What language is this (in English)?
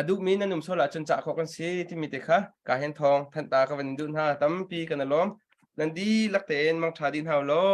Hakha Chin